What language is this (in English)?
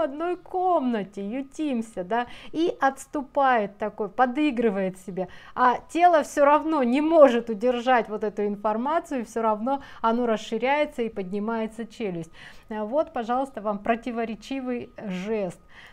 Russian